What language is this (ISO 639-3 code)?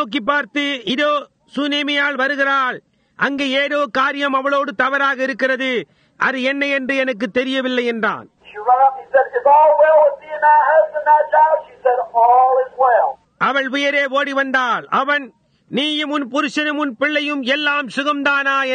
tam